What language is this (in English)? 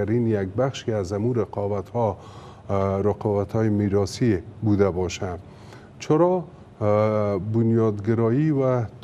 Persian